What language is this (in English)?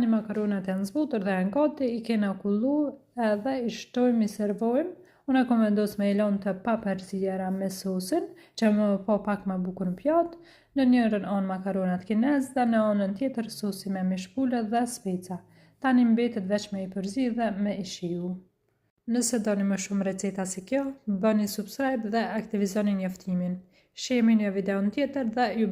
Albanian